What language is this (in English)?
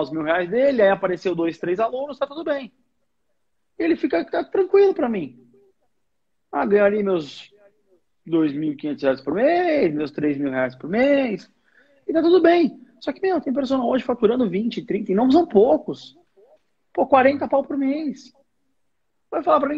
Portuguese